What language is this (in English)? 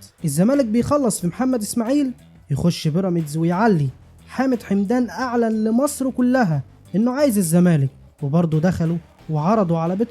Egyptian Arabic